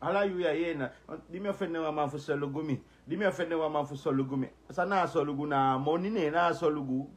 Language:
Sranan Tongo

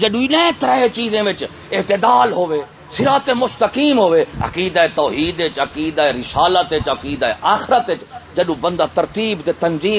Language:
Saraiki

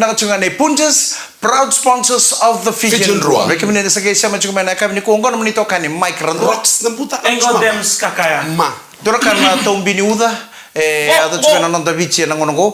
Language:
Fijian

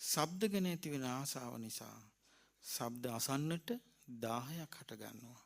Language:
Sinhala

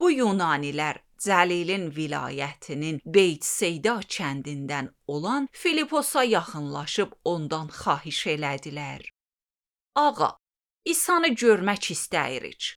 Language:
Azerbaijani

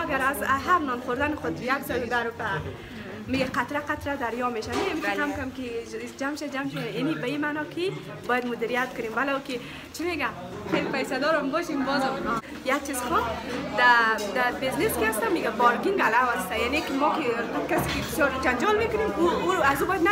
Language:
Persian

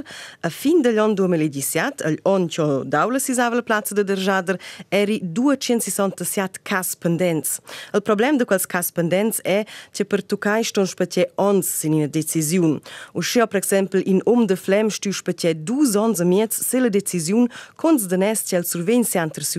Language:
Romansh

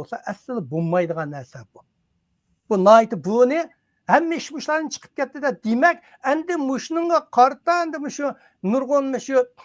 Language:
Uyghur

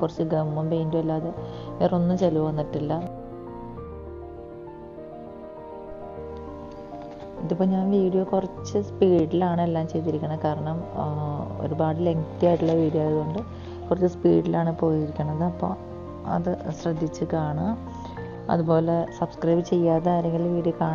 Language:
Malayalam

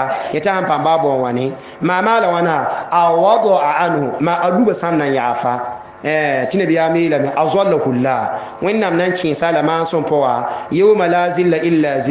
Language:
Mossi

